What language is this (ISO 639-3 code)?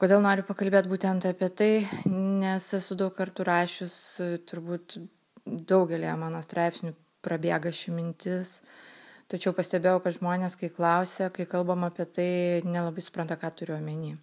lit